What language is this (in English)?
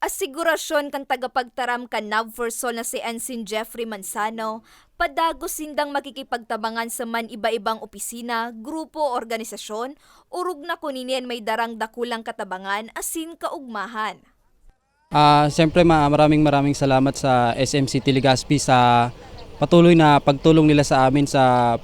Bikol